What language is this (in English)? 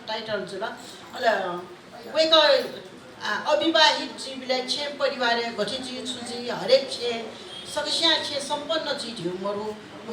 Newari